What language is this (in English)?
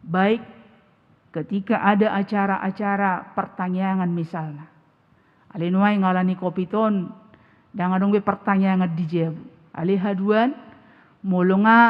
Batak Toba